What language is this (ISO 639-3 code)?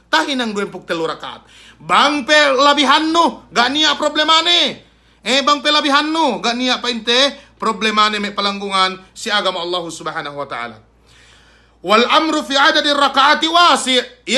yka